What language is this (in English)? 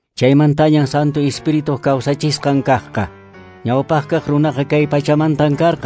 Quechua